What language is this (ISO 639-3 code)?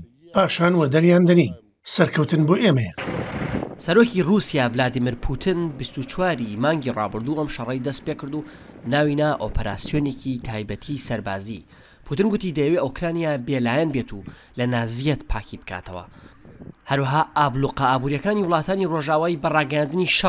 ckb